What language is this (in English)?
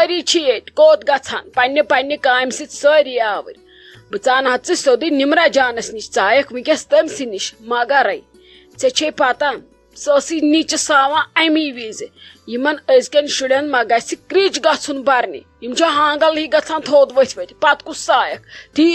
Kashmiri